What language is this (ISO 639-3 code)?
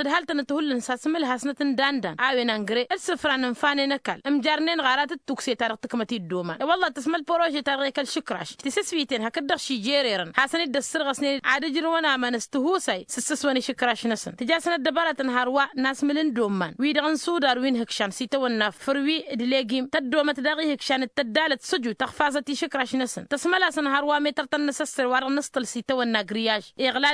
taq